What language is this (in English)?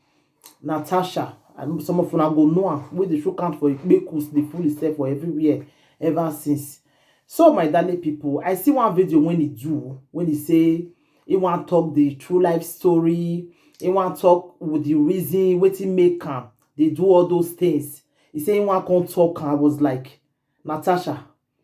Nigerian Pidgin